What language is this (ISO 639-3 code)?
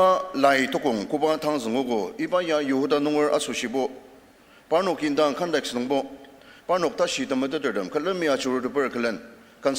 njo